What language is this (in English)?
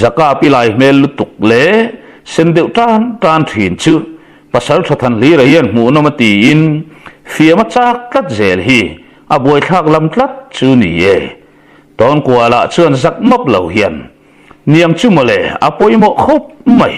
Mizo